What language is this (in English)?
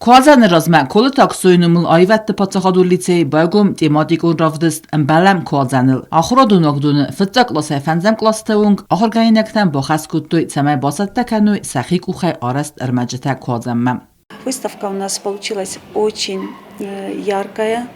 Ossetic